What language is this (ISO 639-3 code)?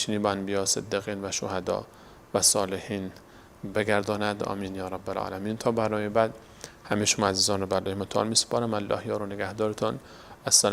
fas